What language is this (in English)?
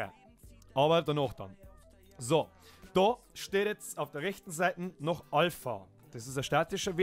Bavarian